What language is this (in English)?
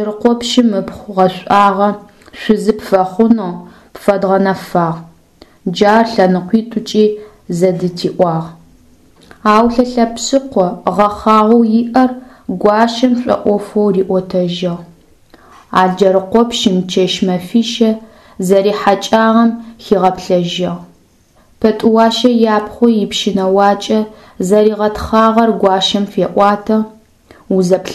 Adyghe